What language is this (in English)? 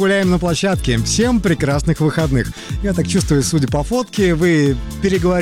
Russian